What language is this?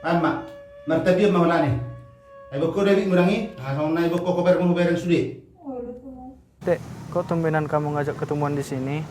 Batak Toba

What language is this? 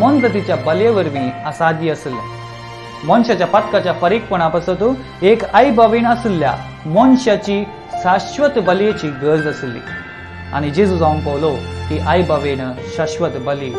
Konkani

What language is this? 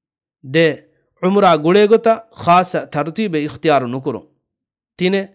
Divehi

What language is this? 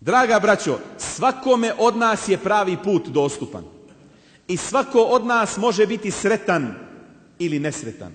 Bosnian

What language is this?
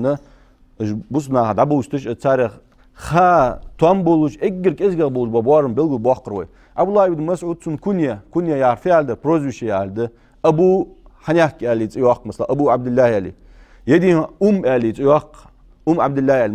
Ingush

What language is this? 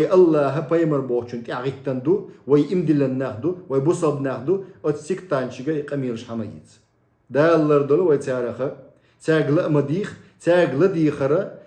Chechen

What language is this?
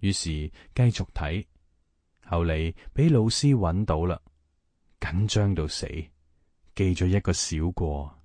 Cantonese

